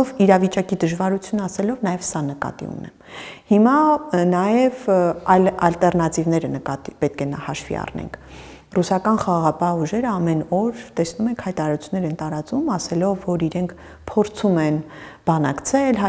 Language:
Armenian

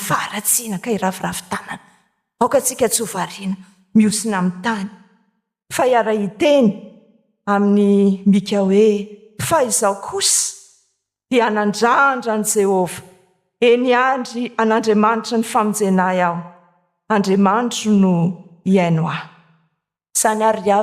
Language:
Malagasy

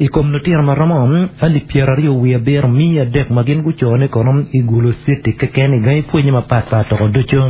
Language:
Acoli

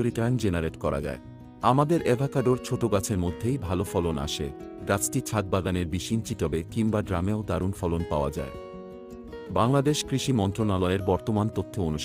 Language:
Bangla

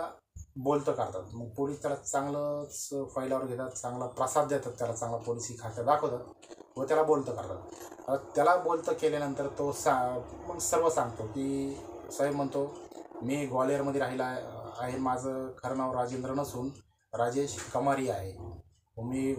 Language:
Marathi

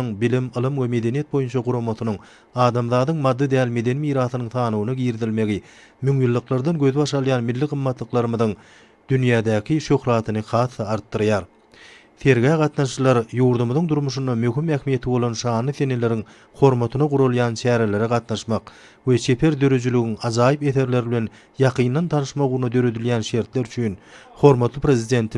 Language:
Turkmen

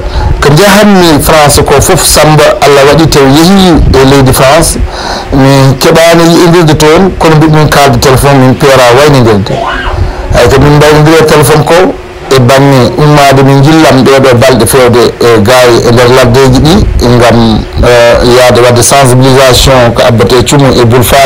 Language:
Fula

